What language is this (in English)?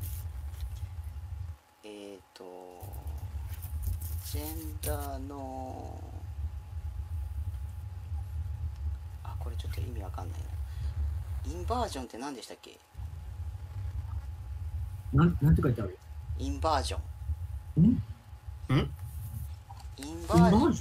Japanese